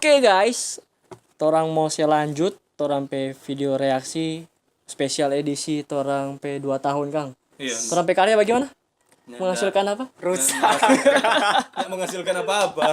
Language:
Manado Malay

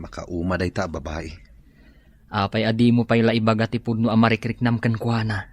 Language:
Iloko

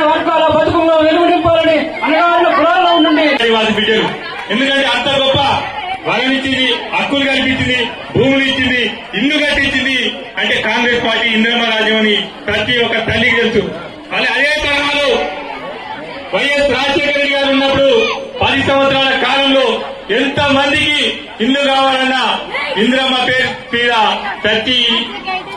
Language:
Telugu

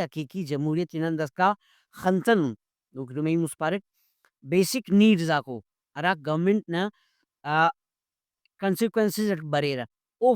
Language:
Brahui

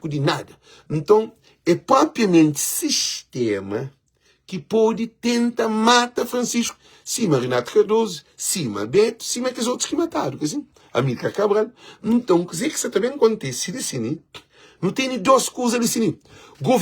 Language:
Kabuverdianu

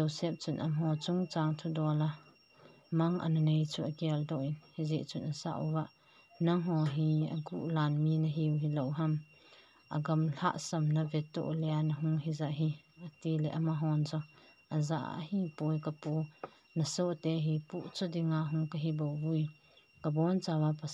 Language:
Thado Chin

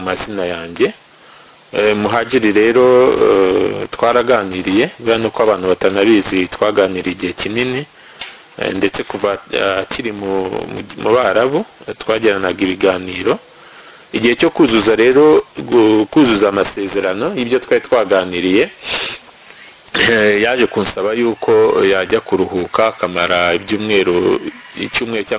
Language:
Kinyarwanda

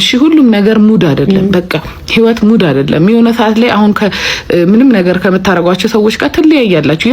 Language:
Amharic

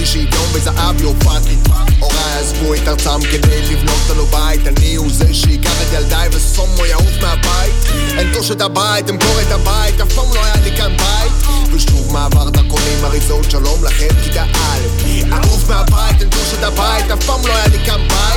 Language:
Hebrew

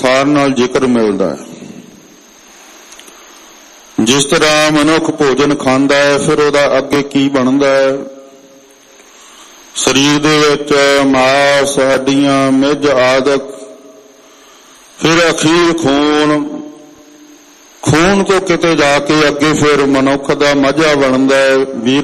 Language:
Punjabi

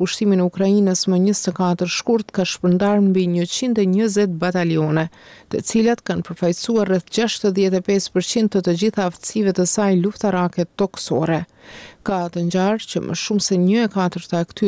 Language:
Albanian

